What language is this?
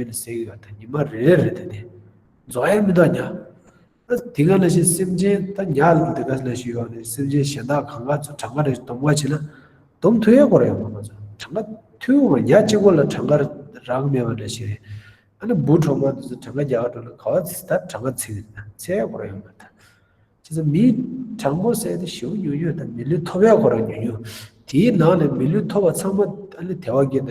Tibetan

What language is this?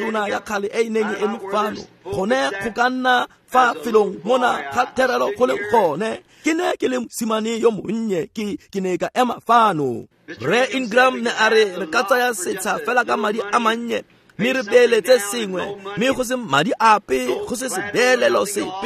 Tswana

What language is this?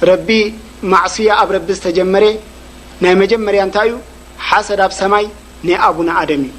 Tigrinya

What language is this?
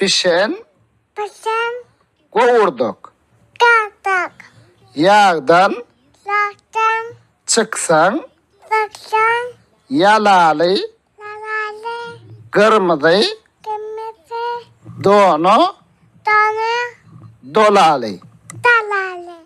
Turkmen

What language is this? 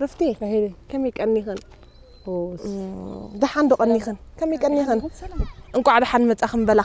Tigrinya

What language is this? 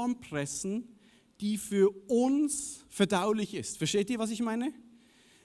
Swiss German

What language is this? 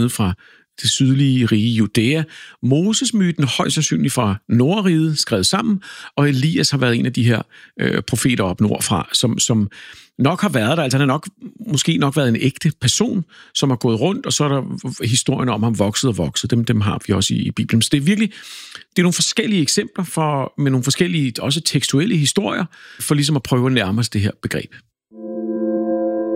Danish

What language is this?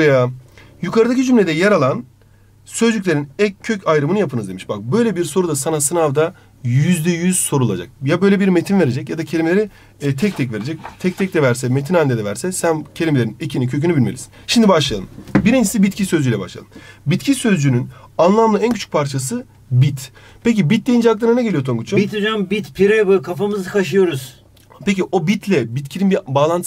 Turkish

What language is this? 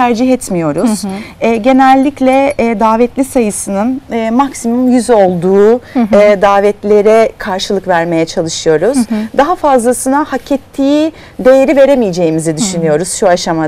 Turkish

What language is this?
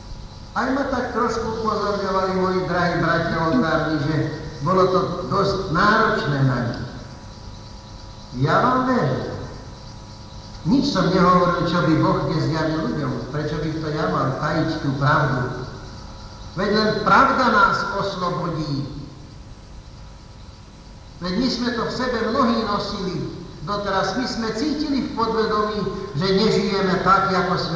Slovak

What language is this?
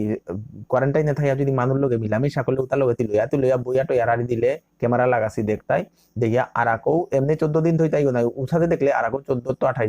Bishnupriya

